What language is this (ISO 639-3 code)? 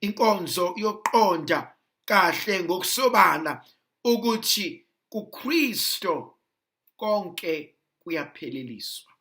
zul